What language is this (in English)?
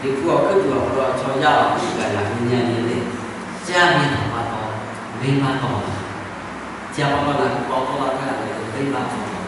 Lahu